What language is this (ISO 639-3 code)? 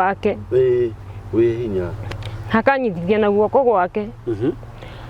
kik